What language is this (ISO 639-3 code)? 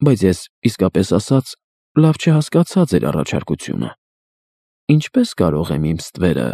hye